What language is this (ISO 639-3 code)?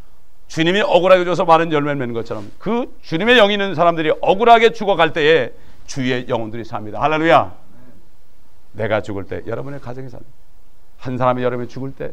kor